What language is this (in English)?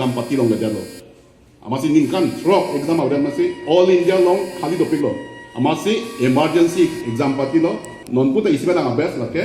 Karbi